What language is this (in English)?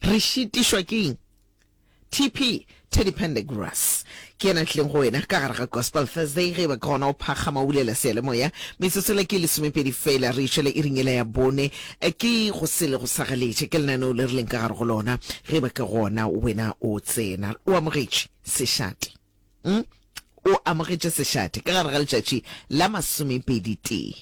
Northern Sotho